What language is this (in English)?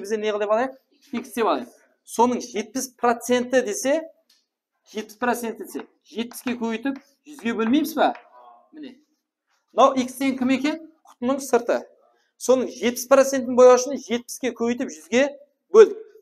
Kara-Kalpak